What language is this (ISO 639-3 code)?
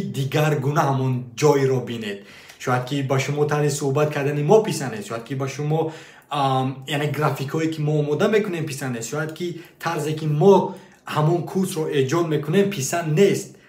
tgk